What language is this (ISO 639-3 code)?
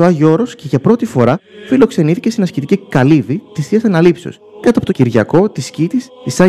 ell